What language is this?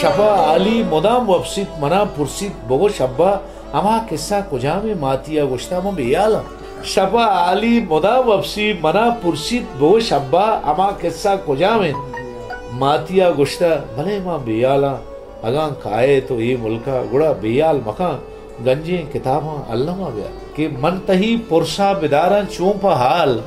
Baluchi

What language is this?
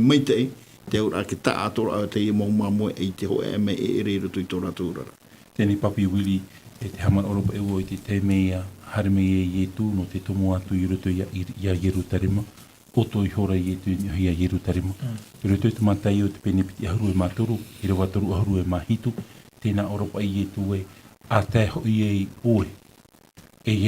Tahitian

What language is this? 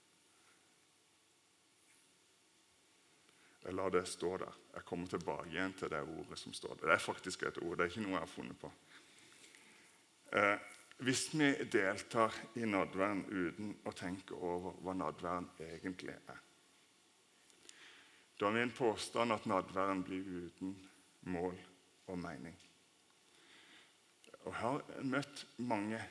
Norwegian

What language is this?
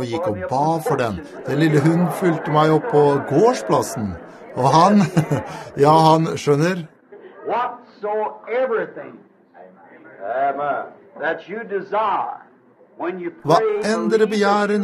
Norwegian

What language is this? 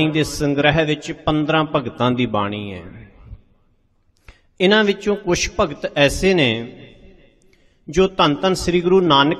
Punjabi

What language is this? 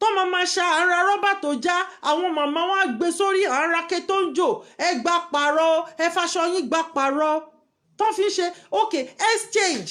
Yoruba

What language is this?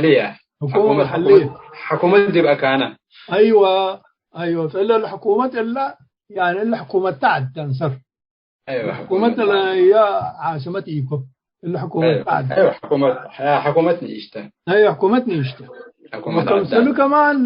Tigre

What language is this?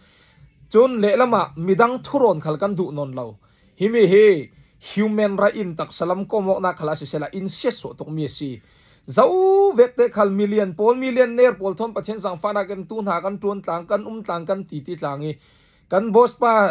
Falam Chin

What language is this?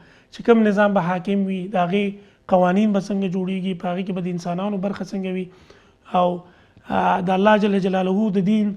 Pashto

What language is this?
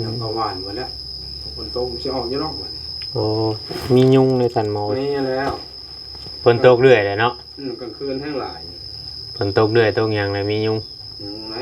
Northeastern Thai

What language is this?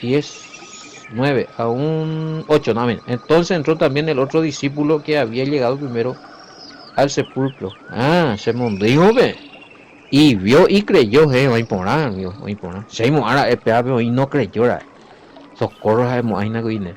Guarani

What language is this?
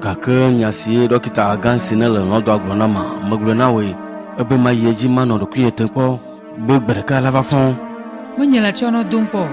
Ewe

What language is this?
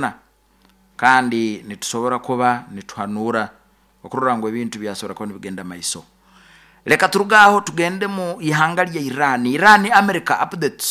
Nyoro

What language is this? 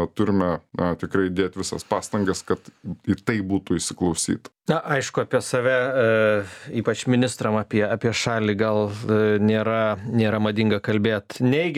Lithuanian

